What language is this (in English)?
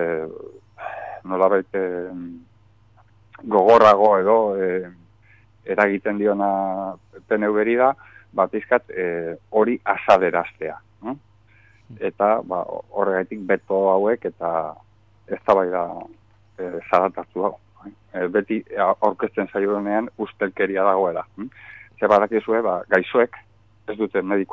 Basque